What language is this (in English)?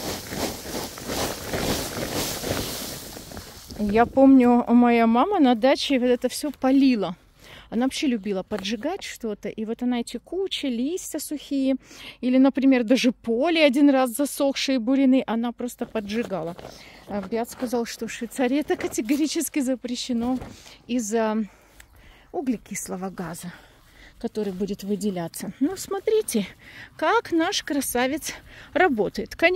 Russian